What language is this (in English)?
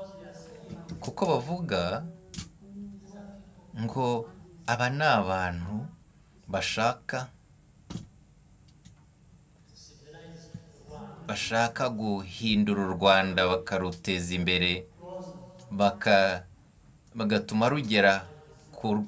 Kinyarwanda